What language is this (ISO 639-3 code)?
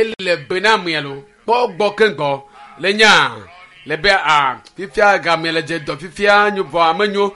ewe